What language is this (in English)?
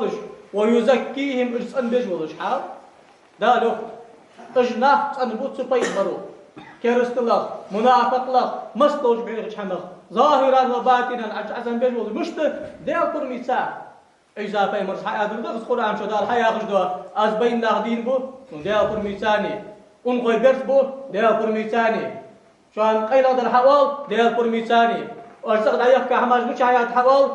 Ingush